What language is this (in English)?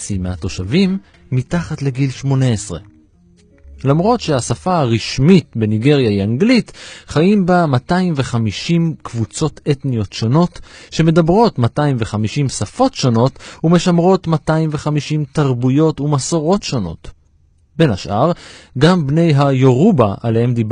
Hebrew